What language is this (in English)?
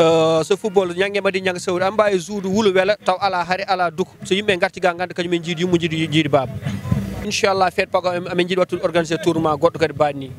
Fula